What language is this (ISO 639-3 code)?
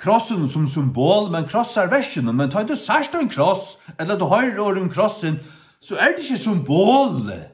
fao